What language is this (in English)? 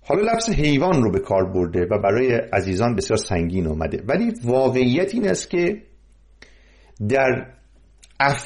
Persian